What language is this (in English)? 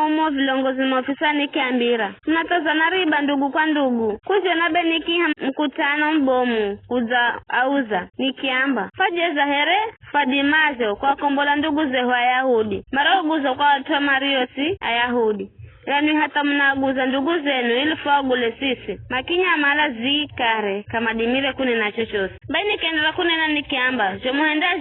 Giryama